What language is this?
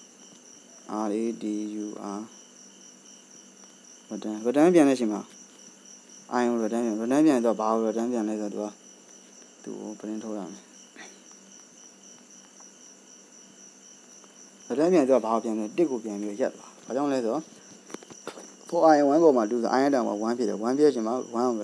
Burmese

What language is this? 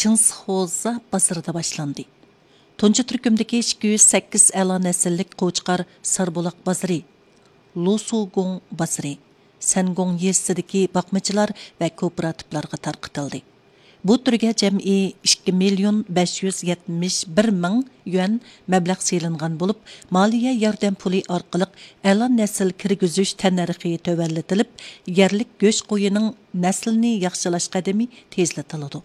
Uyghur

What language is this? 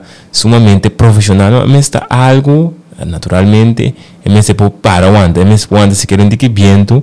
Papiamento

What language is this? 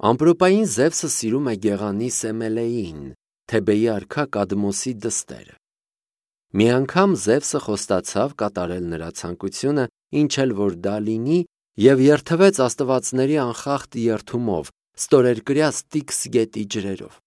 Armenian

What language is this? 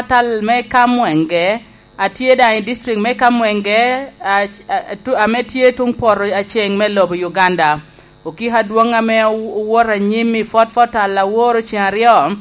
Lango (Uganda)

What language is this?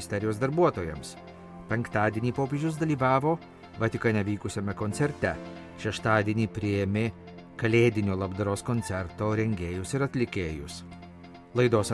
Lithuanian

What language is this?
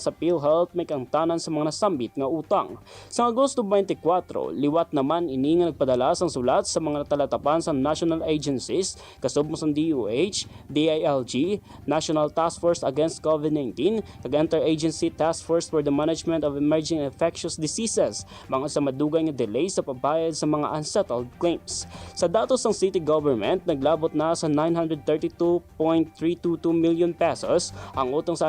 Hiligaynon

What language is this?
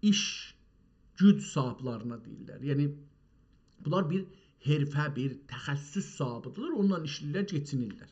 South Azerbaijani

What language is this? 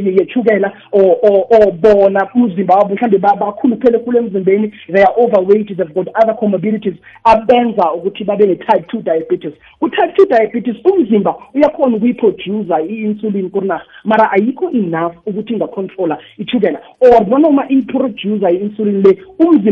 South Ndebele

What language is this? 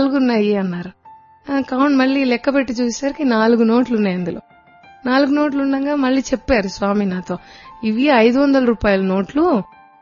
Telugu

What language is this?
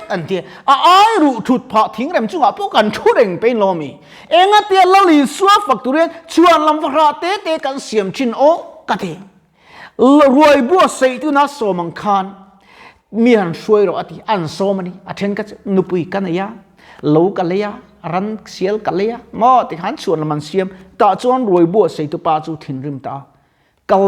Mizo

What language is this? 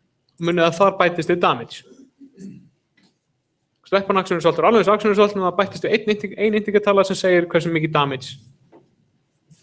Icelandic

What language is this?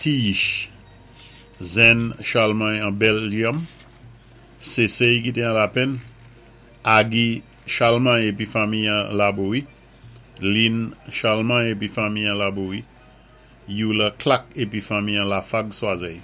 Saint Lucian Creole French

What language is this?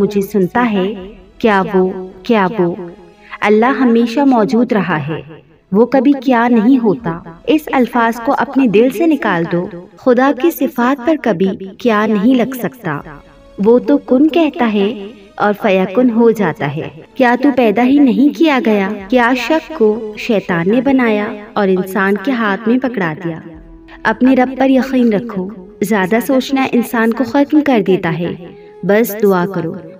Urdu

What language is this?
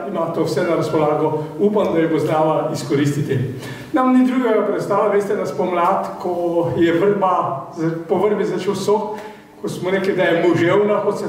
Slovenian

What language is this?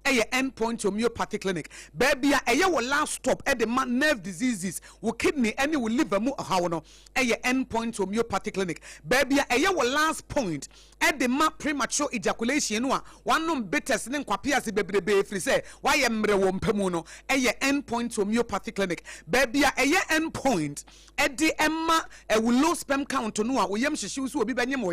Akan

